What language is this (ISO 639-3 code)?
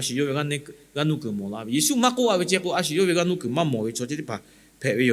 lhu